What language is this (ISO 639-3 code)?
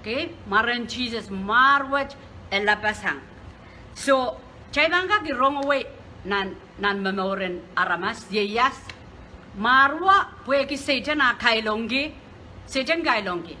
pon